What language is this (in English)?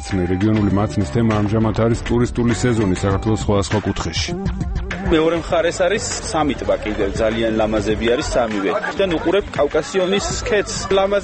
Georgian